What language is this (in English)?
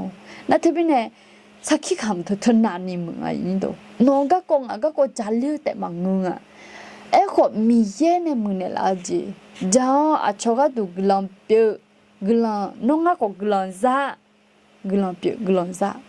Akha